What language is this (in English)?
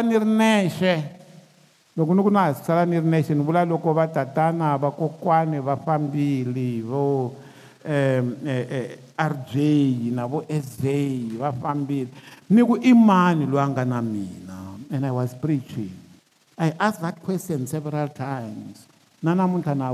Tsonga